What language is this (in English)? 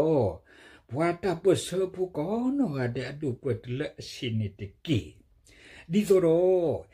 S'gaw Karen